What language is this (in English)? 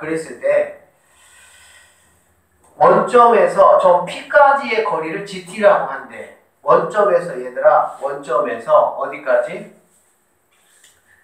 Korean